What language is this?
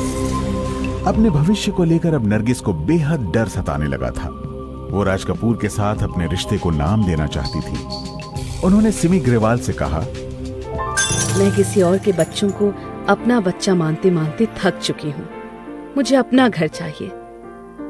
Hindi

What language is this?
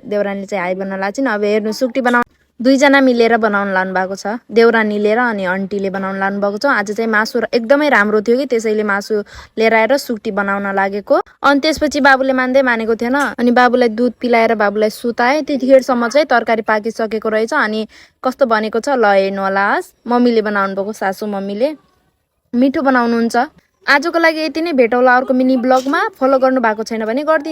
Nepali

